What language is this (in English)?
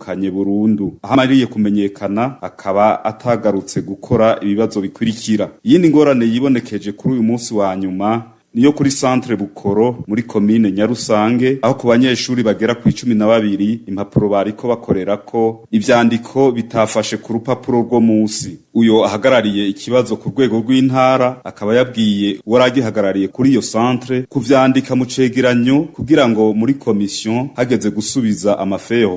Rundi